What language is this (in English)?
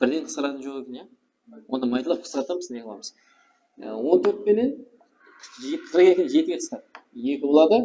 Kara-Kalpak